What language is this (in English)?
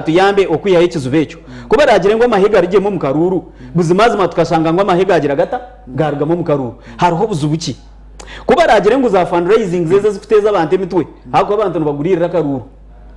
Nyankole